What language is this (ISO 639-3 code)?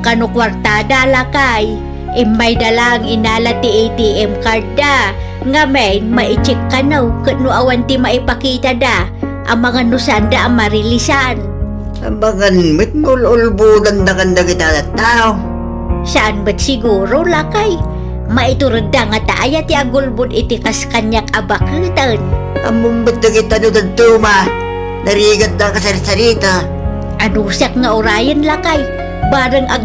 ilo